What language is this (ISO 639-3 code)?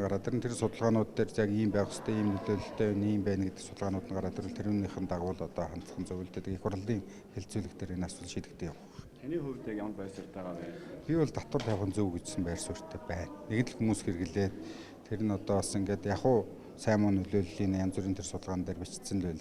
mon